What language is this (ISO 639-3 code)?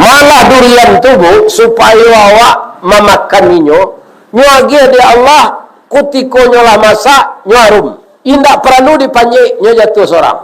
min